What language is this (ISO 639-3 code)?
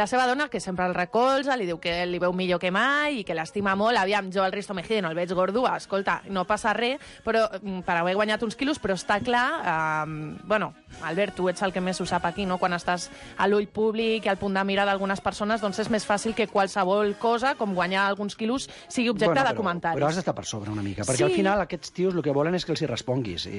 cat